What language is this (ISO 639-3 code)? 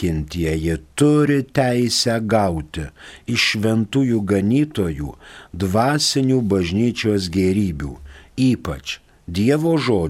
lit